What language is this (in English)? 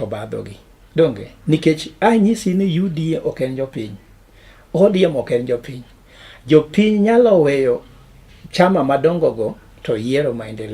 Luo (Kenya and Tanzania)